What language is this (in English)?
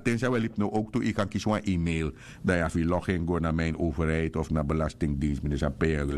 Sranan Tongo